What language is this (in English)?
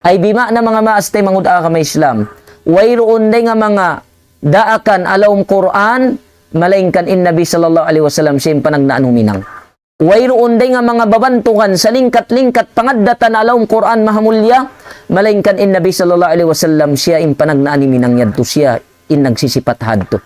Tausug